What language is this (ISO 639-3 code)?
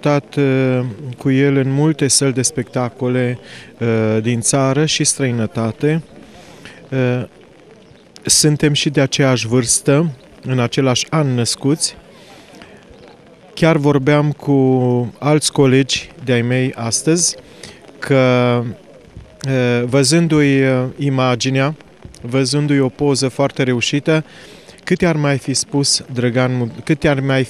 ron